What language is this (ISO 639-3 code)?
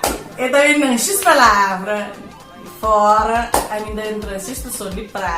kea